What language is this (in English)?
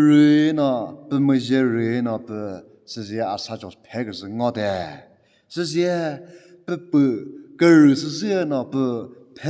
Chokri Naga